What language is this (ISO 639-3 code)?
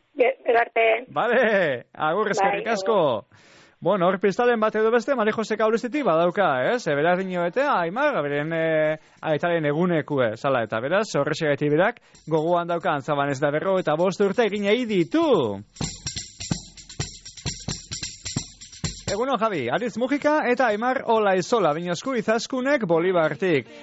eus